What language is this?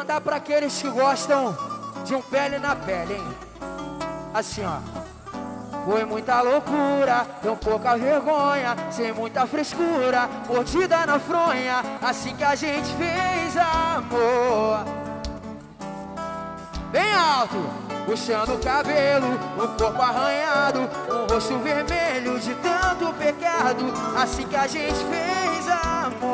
Portuguese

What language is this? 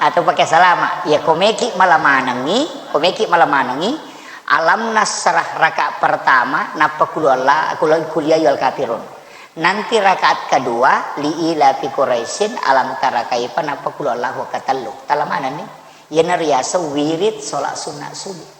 Buginese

